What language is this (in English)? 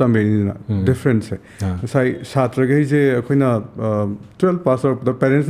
Manipuri